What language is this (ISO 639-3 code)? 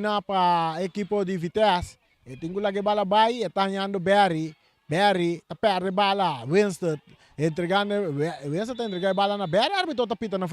pap